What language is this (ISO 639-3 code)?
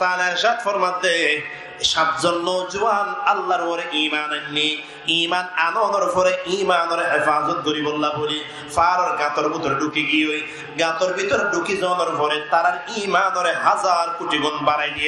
rhg